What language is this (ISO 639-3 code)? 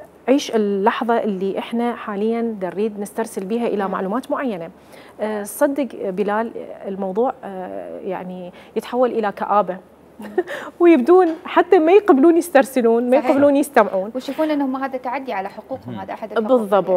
acm